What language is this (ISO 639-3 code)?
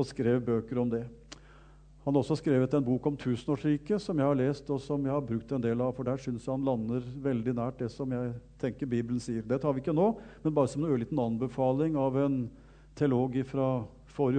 nor